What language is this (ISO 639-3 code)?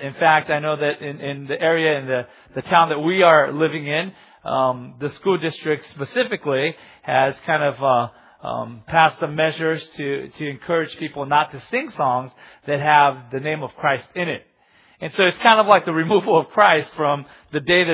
eng